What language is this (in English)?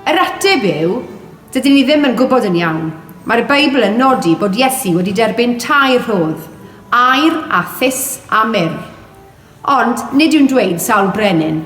Welsh